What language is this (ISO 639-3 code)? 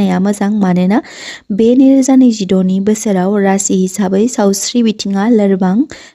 brx